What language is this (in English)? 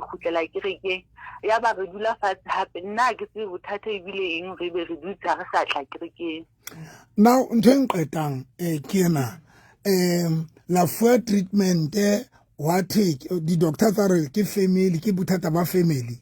Southern Sotho